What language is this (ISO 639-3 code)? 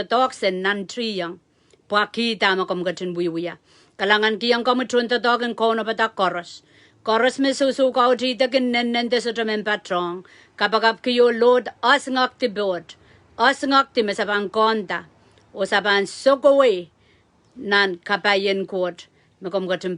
pon